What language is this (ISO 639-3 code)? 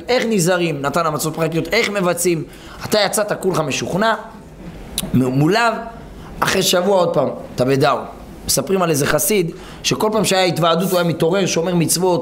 heb